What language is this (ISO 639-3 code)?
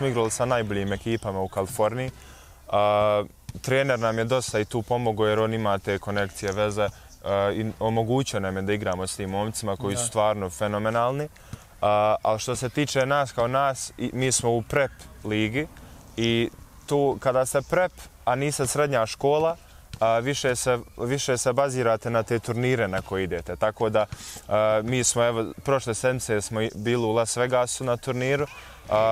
bos